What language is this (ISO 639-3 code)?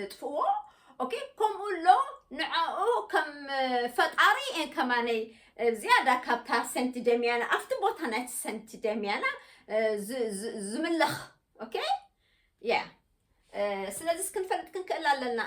tir